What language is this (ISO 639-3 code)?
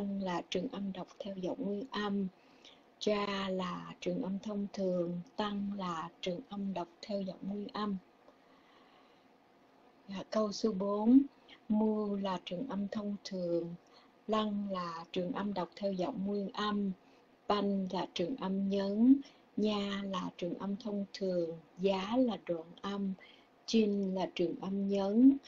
vie